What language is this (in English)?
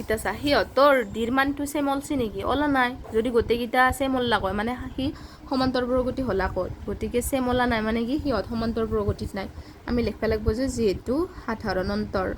Assamese